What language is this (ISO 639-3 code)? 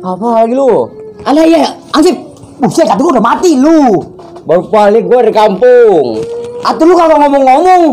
bew